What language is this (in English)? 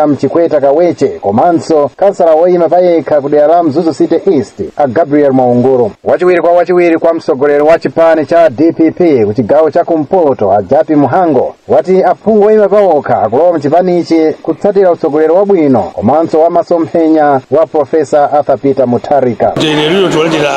Nyanja